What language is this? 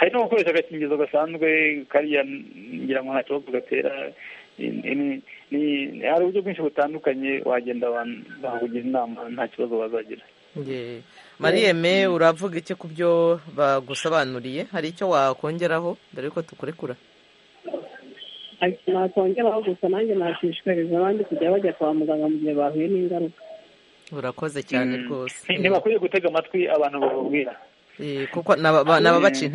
Kinyarwanda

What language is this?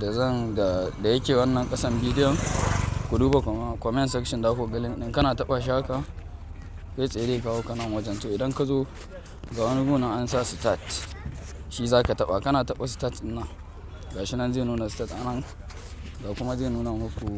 Hausa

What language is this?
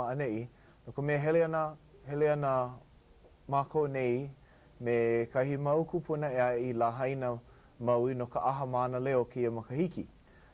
Hawaiian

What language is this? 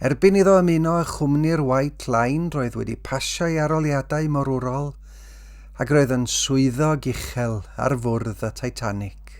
Welsh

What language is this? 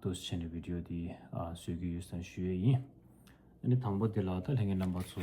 Tibetan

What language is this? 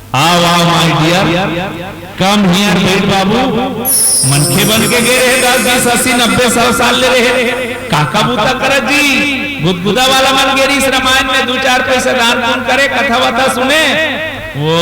Chhattisgarhi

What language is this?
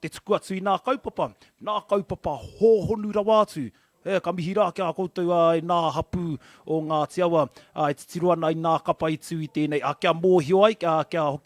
Māori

